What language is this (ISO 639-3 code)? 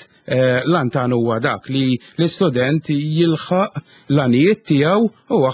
mlt